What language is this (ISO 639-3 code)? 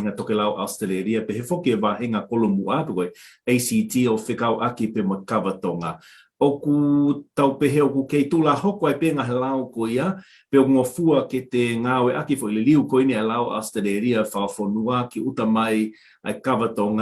ton